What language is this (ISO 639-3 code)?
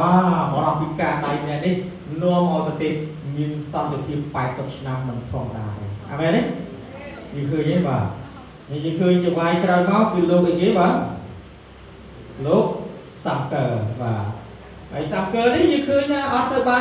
khm